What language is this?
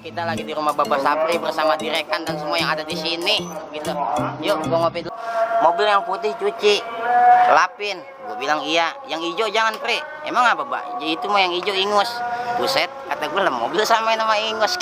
Betawi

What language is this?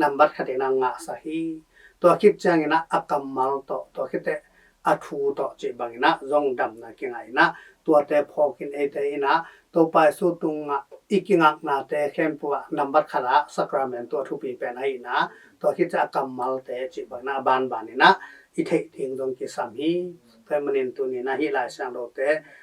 Tedim Chin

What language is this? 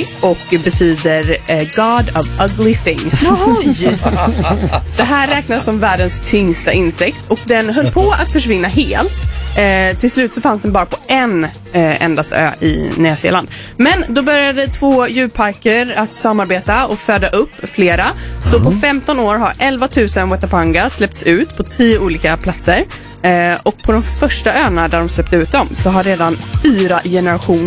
Swedish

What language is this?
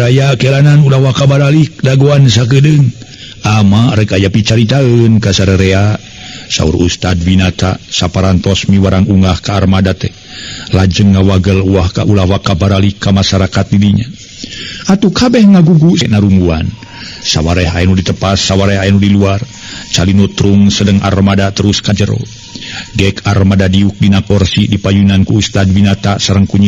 Sundanese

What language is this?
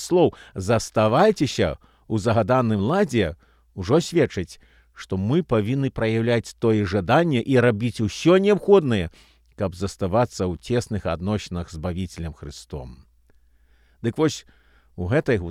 Belarusian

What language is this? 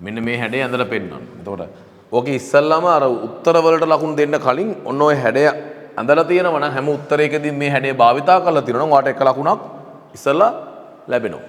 Sinhala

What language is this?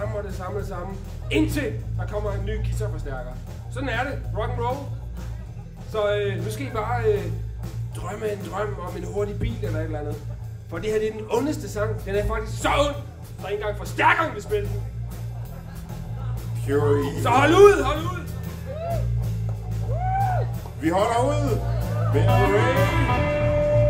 Danish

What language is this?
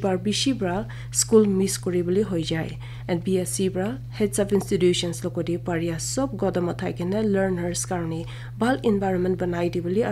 Naga Pidgin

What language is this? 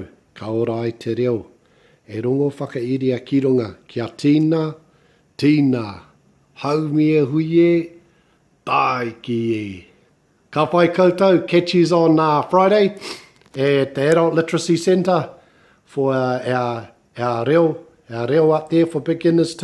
Māori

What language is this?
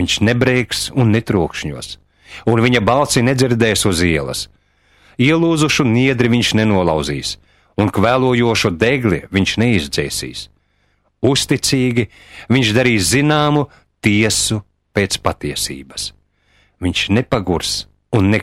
Latvian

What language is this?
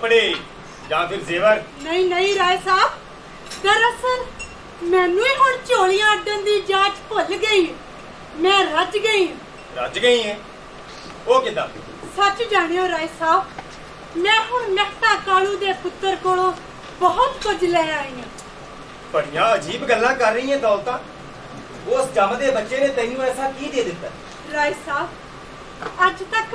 Punjabi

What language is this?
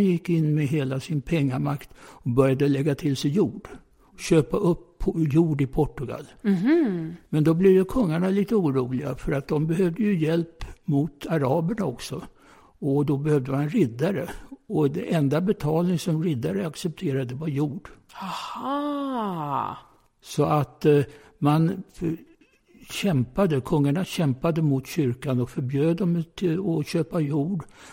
Swedish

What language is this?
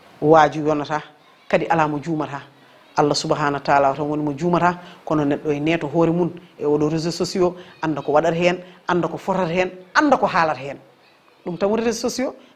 Fula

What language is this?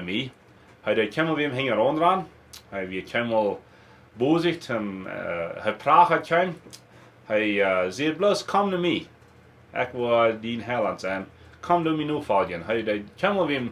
Plautdietsch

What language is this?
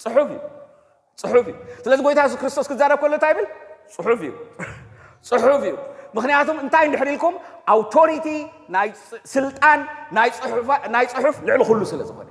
Tigrinya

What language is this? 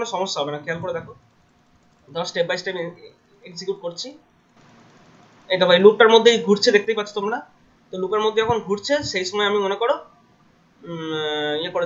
Bangla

